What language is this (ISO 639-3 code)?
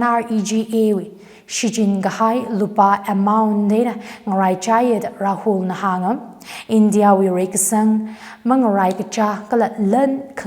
nmf